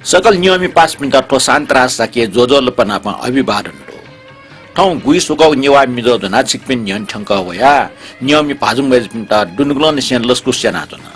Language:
Newari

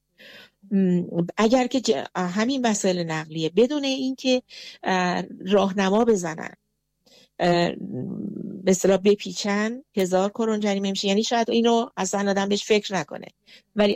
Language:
Persian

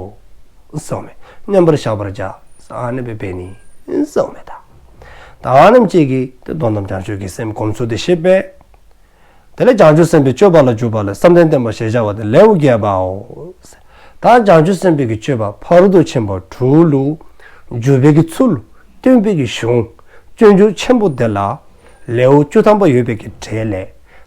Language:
Dzongkha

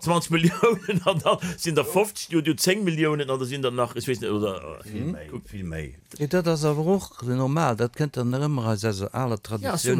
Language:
Luxembourgish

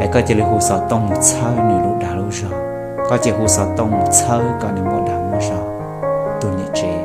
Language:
Hmong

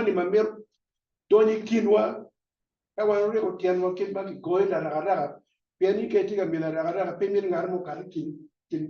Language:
Acoli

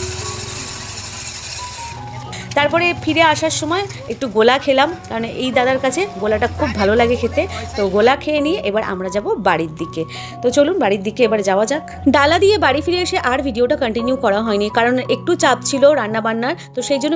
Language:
Bangla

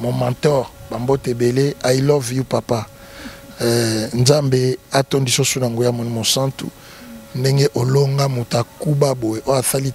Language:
Lingala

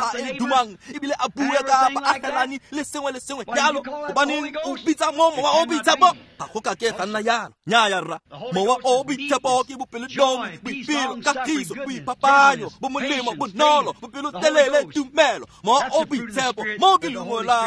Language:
Tswana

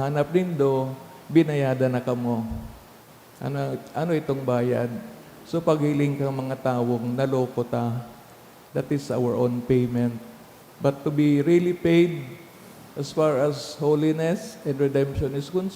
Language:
Bikol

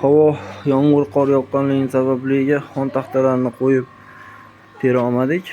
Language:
Uzbek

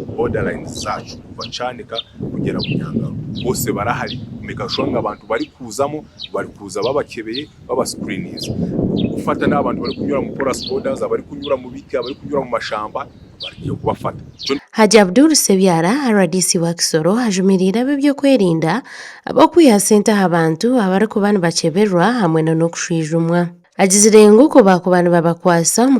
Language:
Nyankole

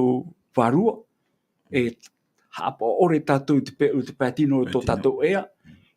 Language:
Tahitian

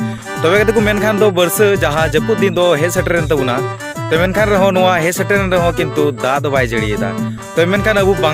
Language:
Santali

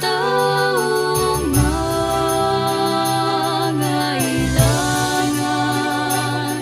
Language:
Pampanga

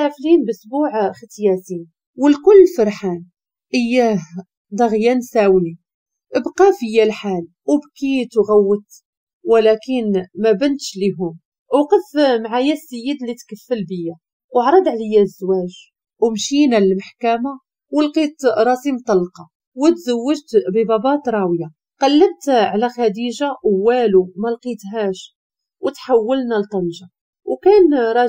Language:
Moroccan Arabic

